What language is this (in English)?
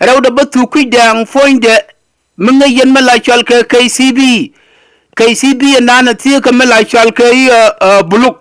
Nuer